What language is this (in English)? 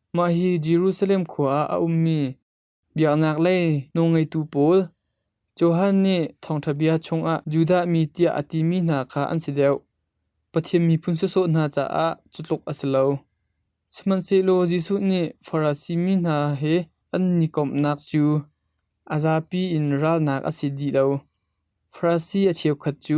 Hakha Chin